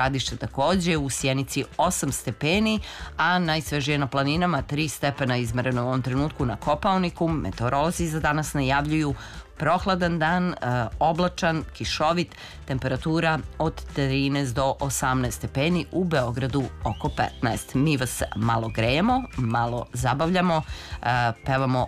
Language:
Serbian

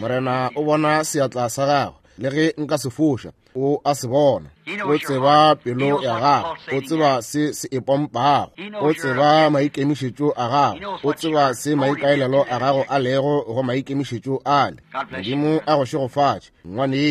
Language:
Northern Sotho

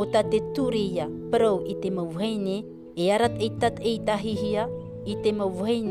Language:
Tahitian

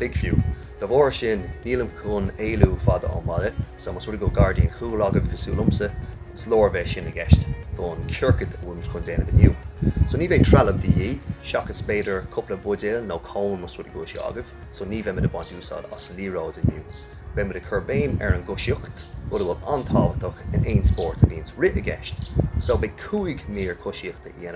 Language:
Irish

